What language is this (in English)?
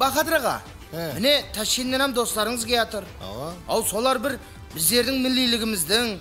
Kara-Kalpak